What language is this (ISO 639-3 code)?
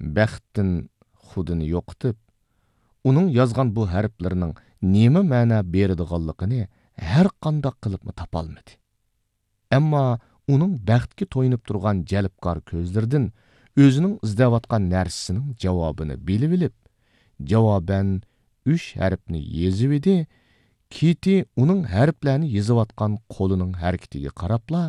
uig